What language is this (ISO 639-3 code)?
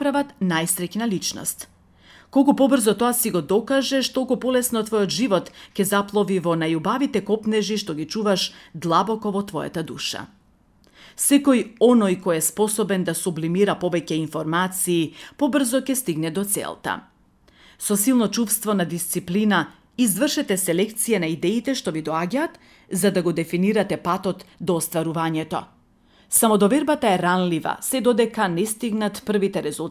mkd